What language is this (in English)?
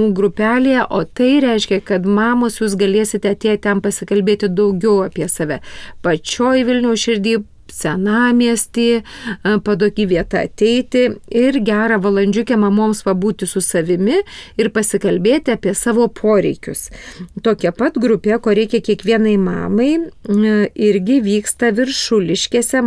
Lithuanian